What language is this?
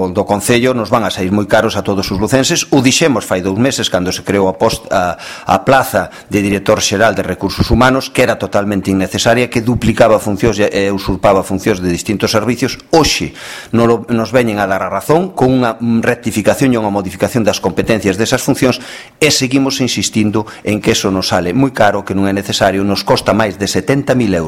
Galician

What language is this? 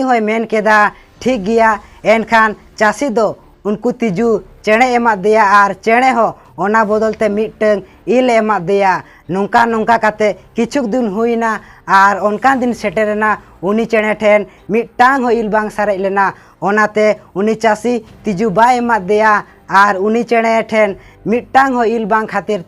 Santali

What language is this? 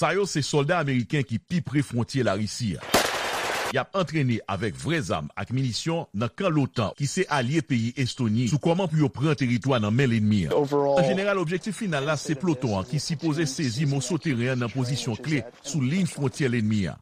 Haitian Creole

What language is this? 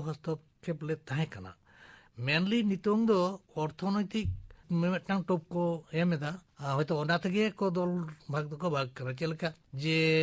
Santali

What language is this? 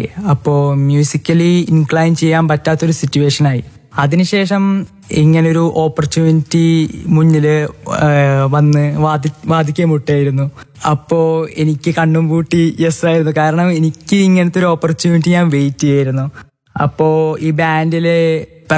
Malayalam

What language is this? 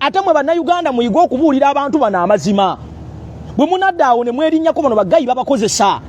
Ganda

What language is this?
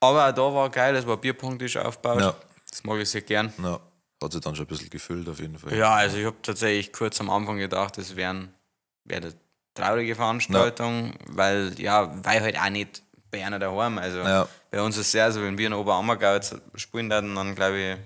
Bavarian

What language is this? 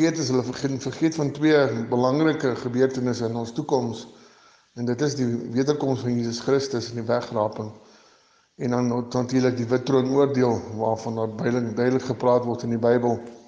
Afrikaans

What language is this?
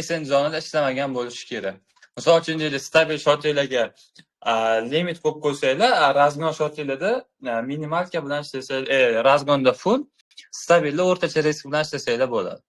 Uzbek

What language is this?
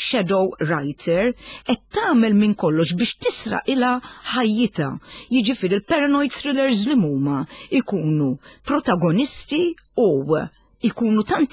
Maltese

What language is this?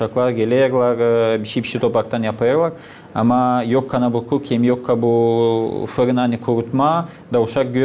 Gagauz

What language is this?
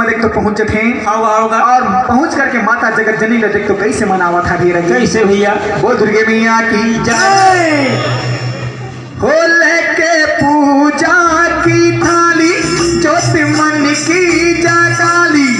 Chhattisgarhi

